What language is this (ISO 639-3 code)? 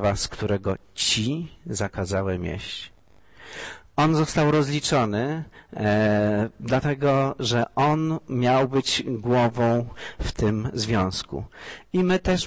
pol